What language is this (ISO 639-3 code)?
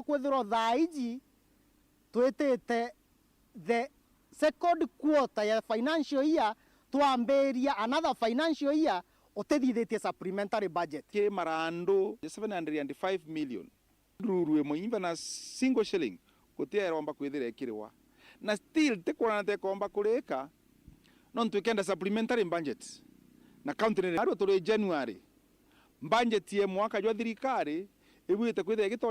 mer